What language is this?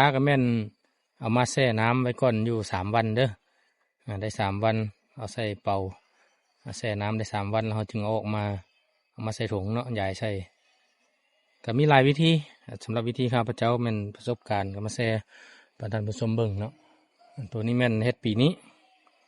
Lao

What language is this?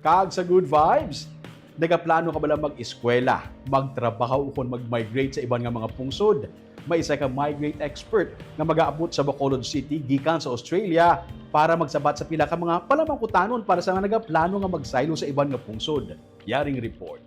Hiligaynon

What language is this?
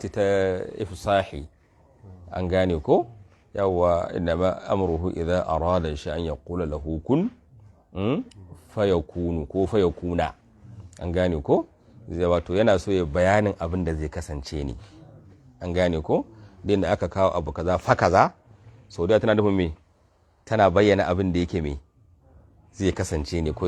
Hausa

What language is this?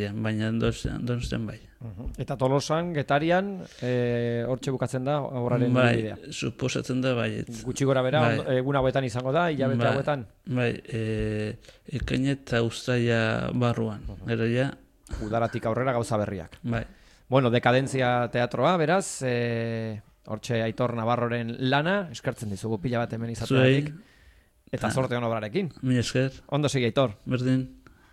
Basque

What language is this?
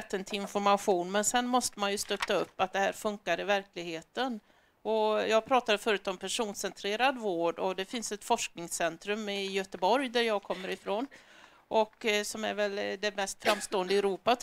Swedish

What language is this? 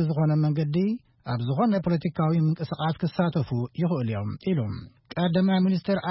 Tigrinya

